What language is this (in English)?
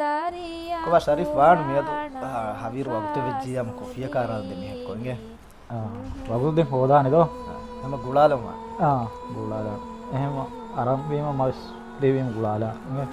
Divehi